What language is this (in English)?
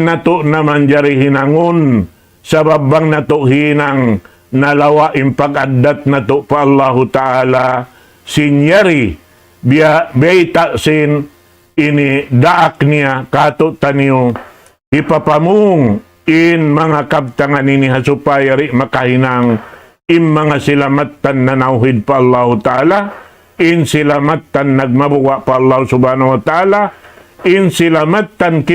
Tausug